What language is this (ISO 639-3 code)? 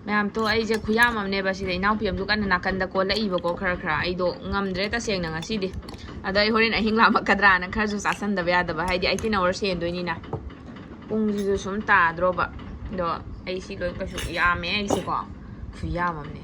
mni